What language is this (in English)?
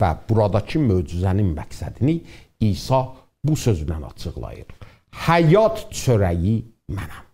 South Azerbaijani